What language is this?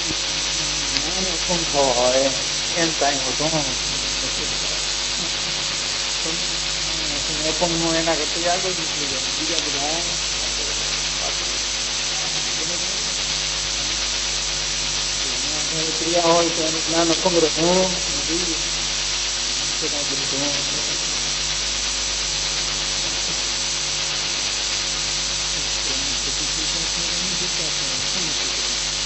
Gujarati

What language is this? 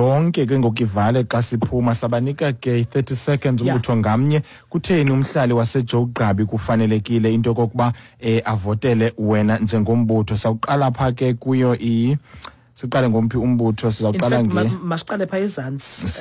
Xhosa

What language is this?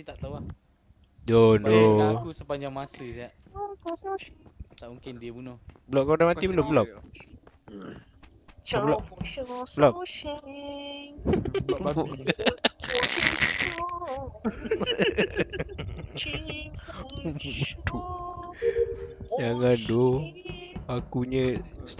Malay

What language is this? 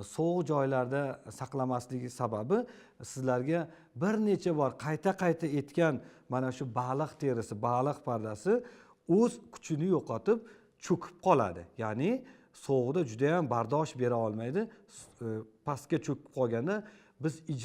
Uzbek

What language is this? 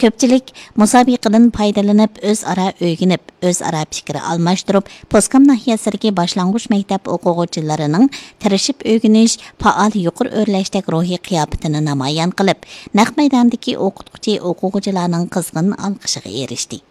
Uyghur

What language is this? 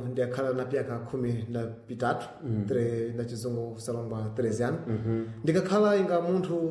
Sena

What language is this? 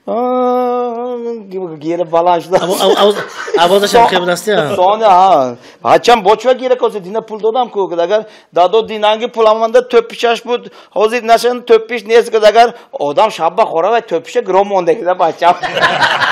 Tajik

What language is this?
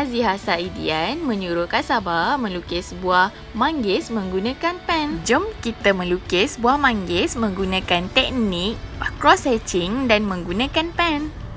Malay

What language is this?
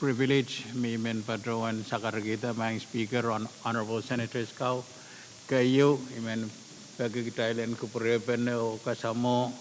Pohnpeian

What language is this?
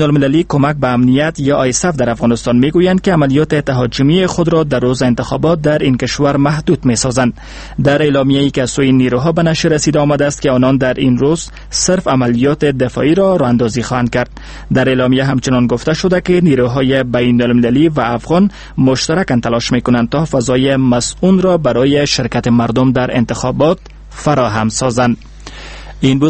Persian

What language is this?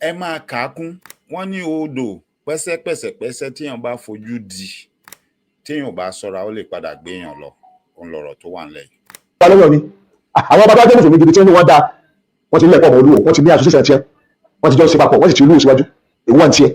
Yoruba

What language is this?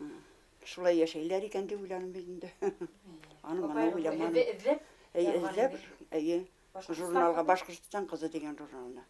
Bashkir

